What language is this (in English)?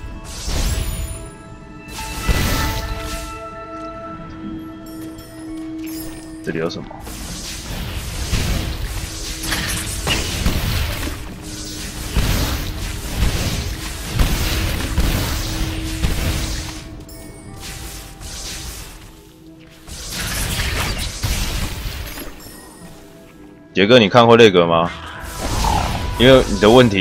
Chinese